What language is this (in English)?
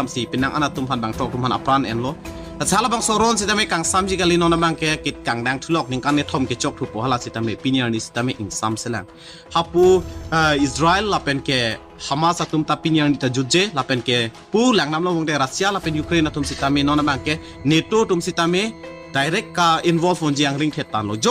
Karbi